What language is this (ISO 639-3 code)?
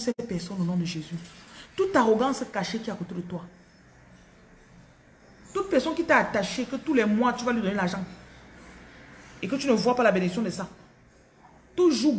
fra